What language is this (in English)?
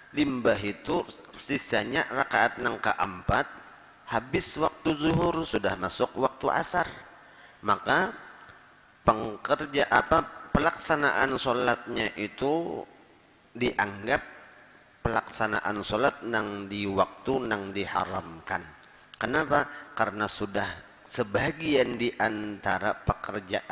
Banjar